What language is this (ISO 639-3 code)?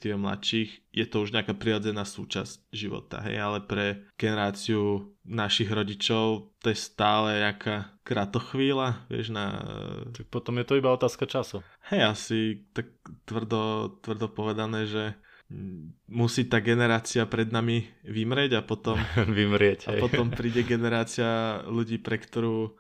slk